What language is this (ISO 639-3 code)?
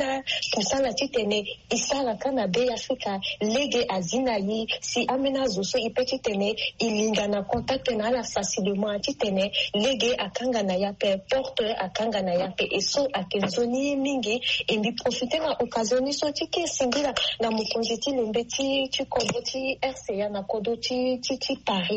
sag